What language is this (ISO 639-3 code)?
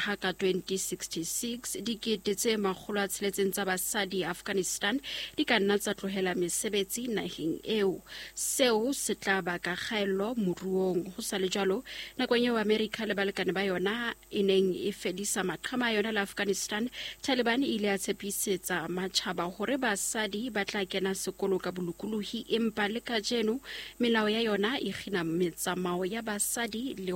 sot